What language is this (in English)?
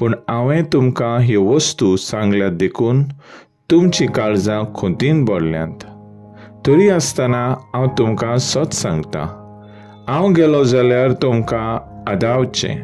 Konkani